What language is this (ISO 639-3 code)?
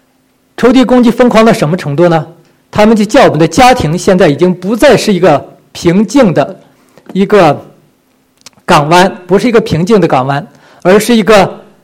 zho